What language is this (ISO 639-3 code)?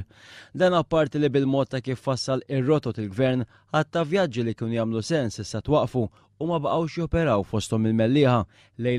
mlt